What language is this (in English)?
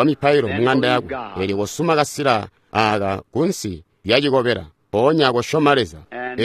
Tonga (Zambia)